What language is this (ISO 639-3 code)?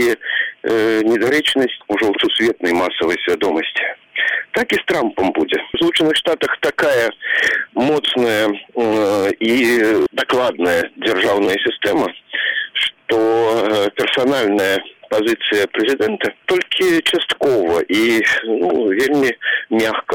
bel